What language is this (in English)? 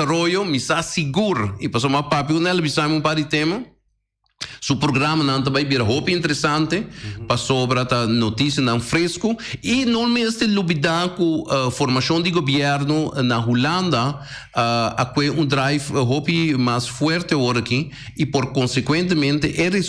Papiamento